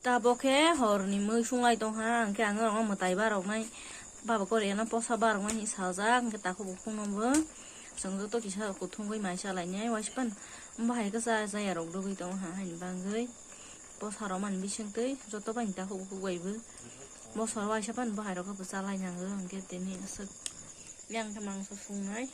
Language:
Kok Borok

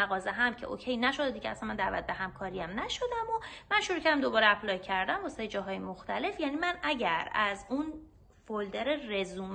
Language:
Persian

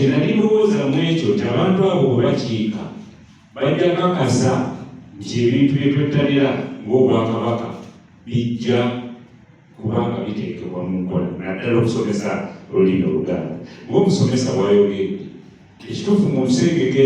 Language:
Ganda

